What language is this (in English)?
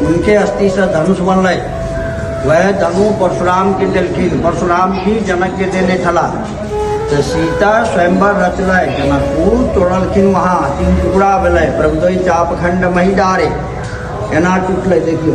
Maithili